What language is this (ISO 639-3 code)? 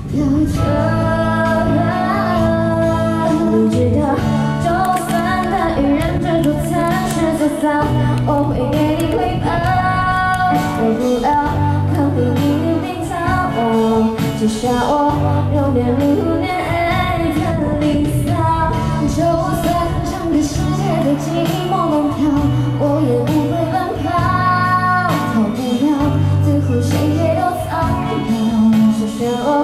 zho